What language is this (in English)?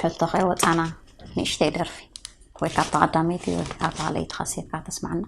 Tigrinya